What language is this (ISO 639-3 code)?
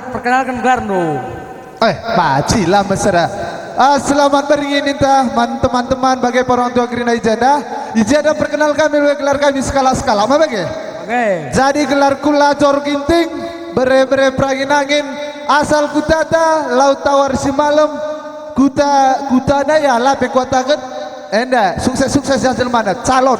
btx